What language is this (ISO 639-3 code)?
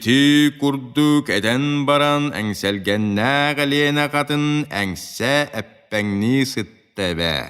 sah